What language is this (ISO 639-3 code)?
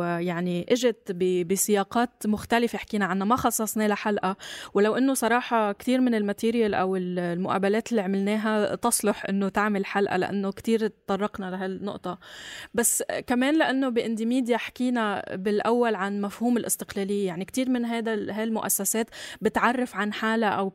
apc